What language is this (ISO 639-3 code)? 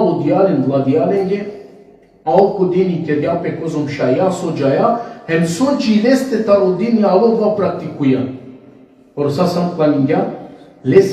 rmn